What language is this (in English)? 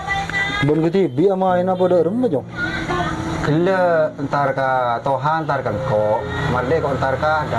Madurese